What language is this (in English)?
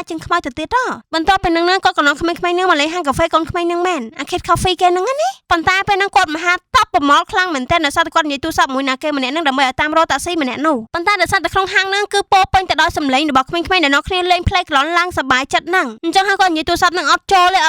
Khmer